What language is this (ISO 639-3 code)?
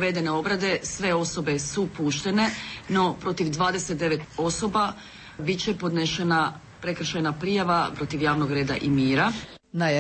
hrv